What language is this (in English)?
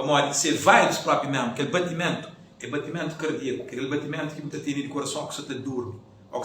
Kabuverdianu